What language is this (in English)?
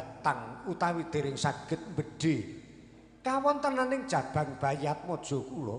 Javanese